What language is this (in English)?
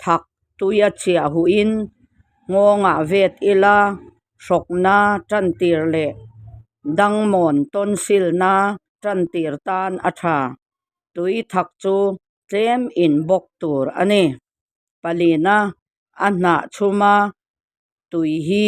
Mizo